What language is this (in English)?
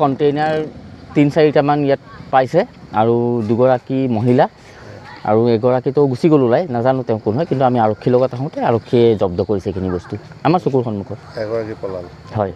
Assamese